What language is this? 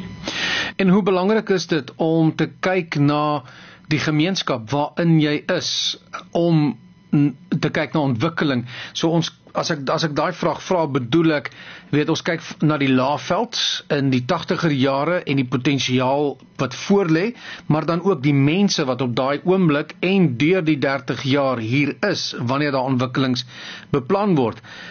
Afrikaans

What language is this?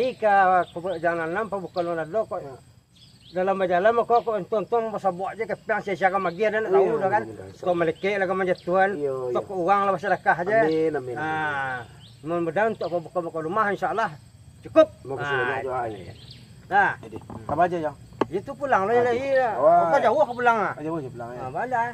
Minangkabau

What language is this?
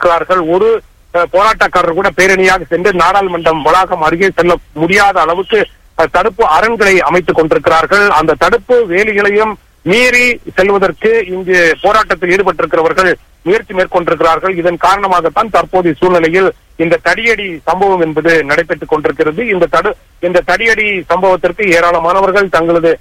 Tamil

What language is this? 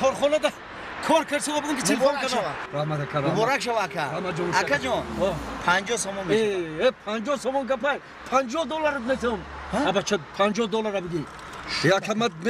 Tajik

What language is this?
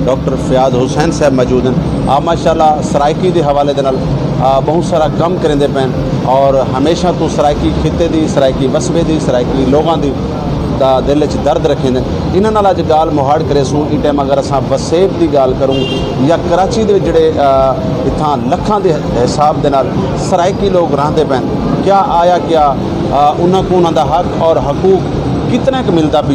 Saraiki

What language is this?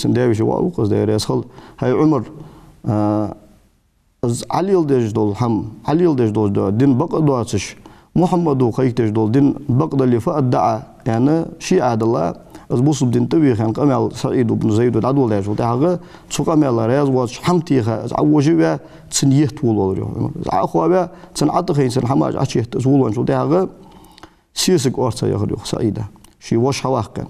Ingush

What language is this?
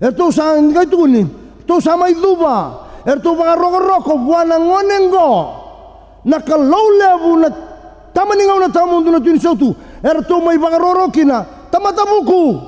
Fijian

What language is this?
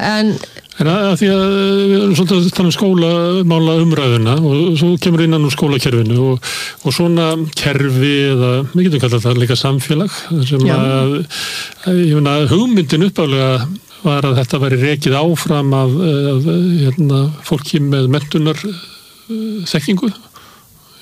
Icelandic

